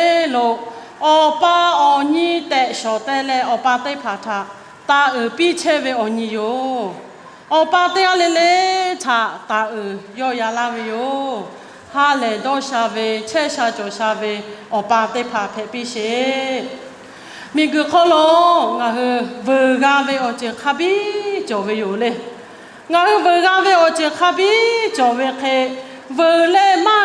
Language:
Lahu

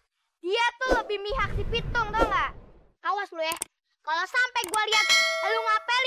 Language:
Betawi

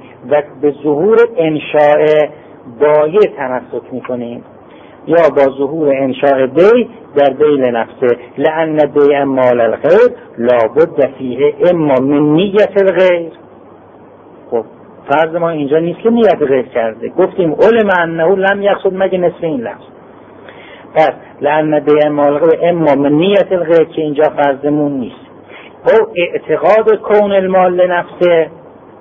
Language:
Persian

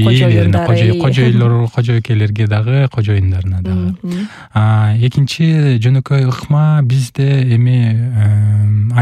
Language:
Kyrgyz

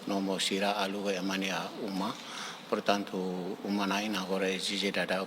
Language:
Tetum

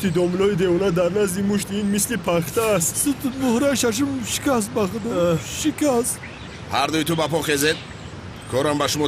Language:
Tajik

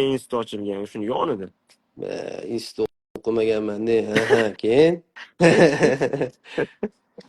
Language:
Uzbek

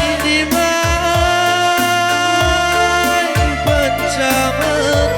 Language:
Batak Karo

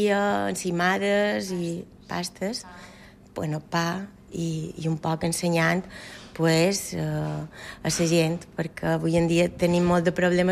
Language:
Catalan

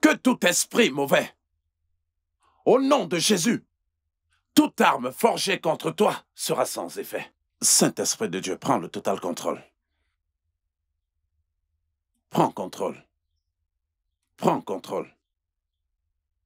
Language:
French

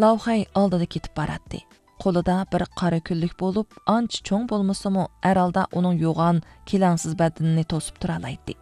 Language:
Uyghur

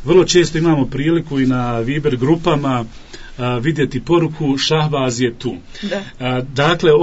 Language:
Bosnian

